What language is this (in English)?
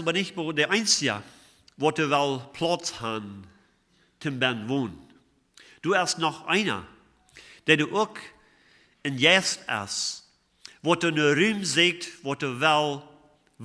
Plautdietsch